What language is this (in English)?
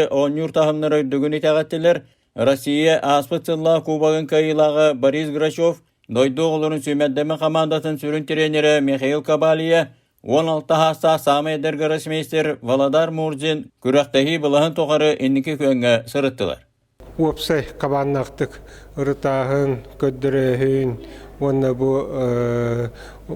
Yakut